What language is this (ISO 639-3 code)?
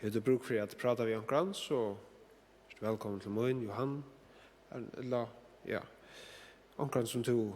fao